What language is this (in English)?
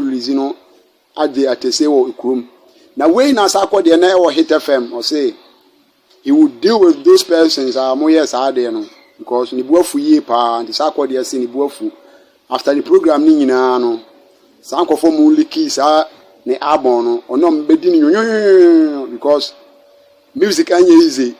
Akan